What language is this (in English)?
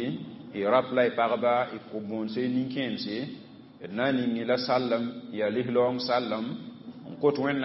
Mossi